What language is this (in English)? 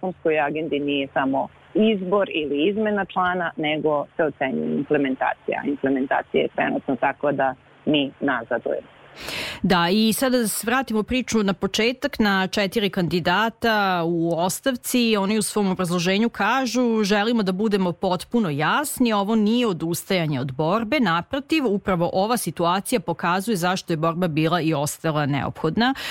Serbian